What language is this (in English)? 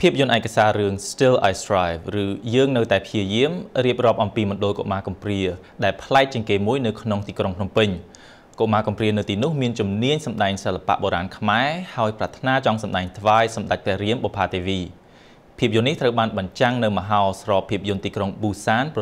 Khmer